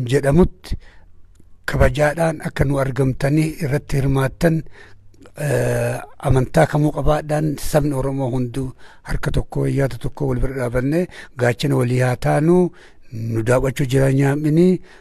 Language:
Oromo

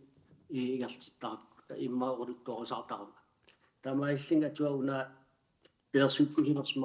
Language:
Kalaallisut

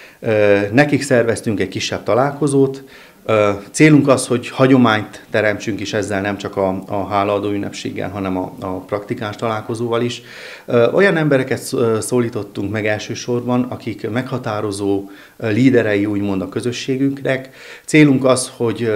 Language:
Hungarian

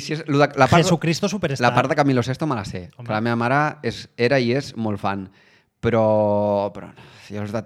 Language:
Catalan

